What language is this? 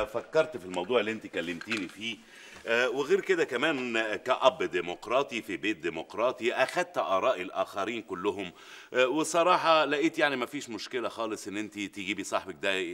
Egyptian Arabic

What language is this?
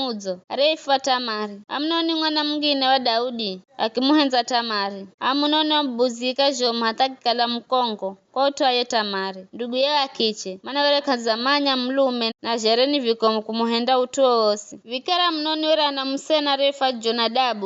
Giryama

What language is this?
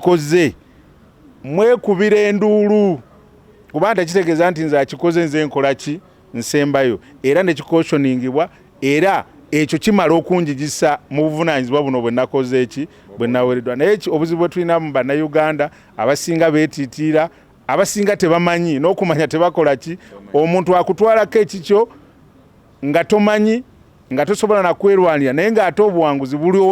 Ganda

